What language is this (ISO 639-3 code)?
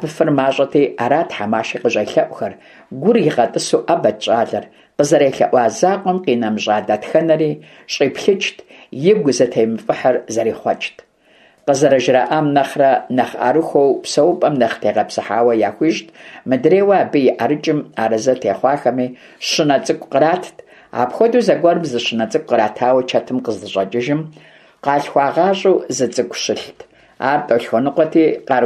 kbd